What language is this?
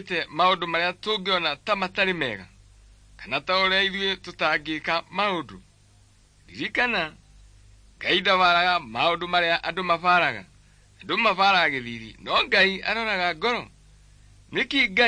Kikuyu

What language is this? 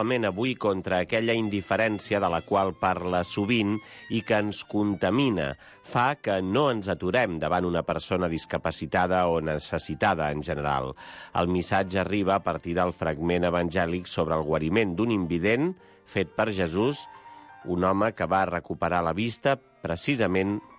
Catalan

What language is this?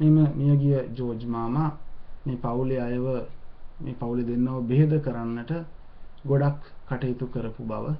Sinhala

